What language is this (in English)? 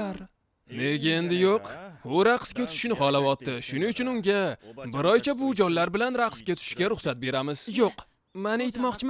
Uzbek